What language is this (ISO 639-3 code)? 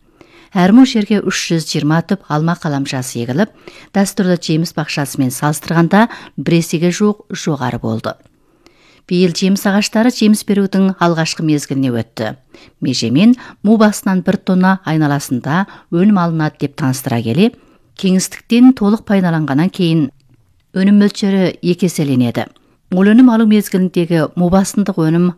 kaz